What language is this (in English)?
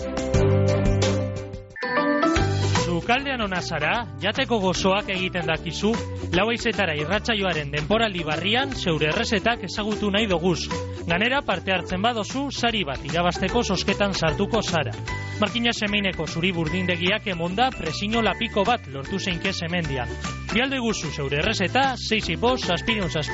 Basque